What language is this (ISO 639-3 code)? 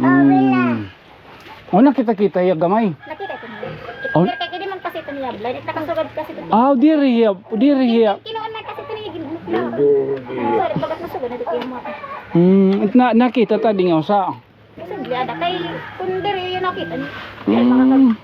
war